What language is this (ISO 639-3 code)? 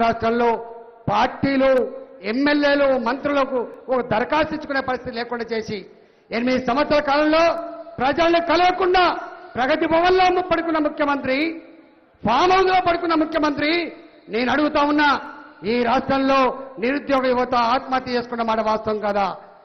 tel